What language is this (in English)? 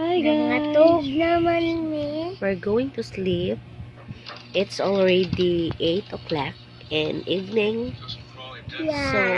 Cebuano